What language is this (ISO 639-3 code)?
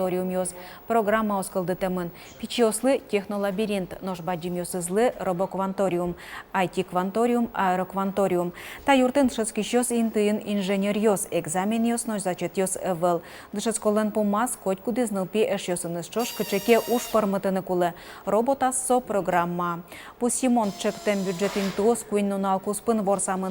udm